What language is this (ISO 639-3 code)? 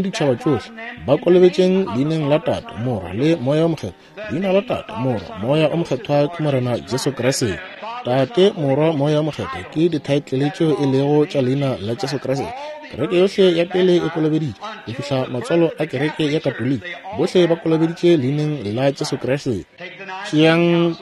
nso